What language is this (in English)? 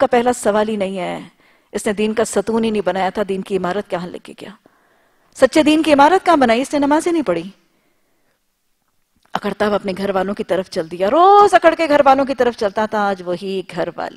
Urdu